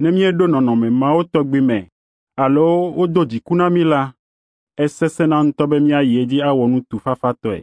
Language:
Ewe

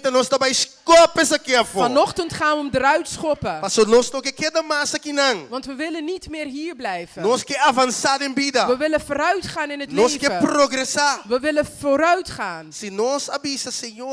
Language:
Papiamento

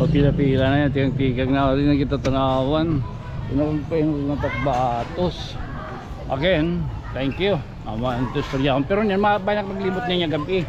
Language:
Waray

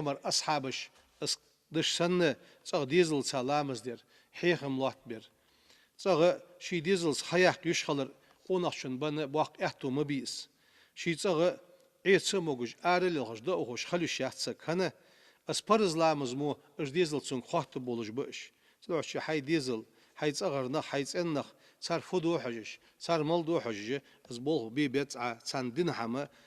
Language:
Ingush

